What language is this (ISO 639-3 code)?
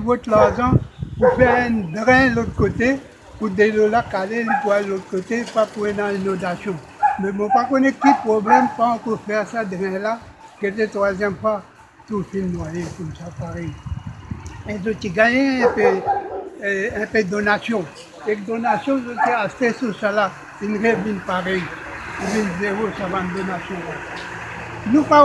mfe